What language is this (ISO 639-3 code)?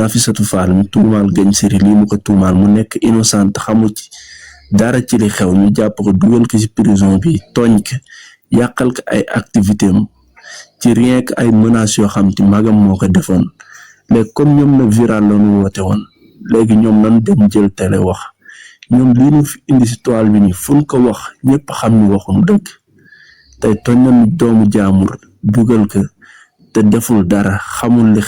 wol